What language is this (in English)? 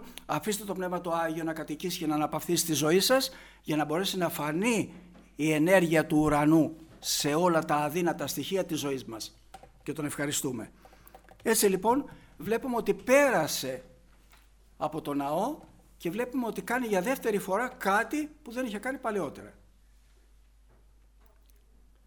Greek